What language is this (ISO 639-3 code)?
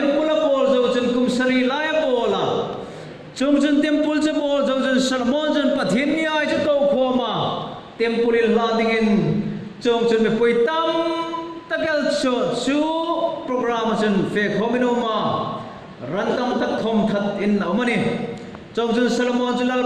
hmr